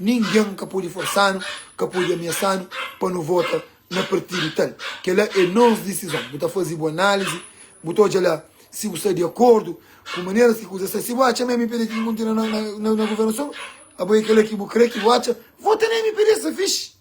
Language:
Kabuverdianu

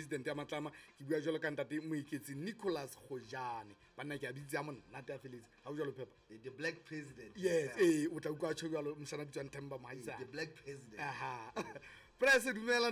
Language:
Southern Sotho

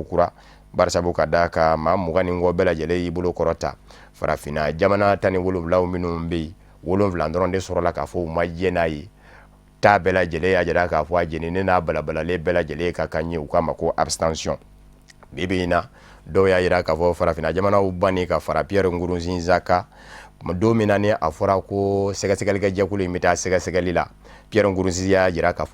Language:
Bambara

